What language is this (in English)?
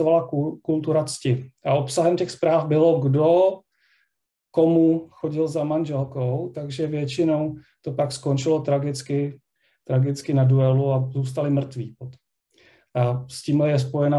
Czech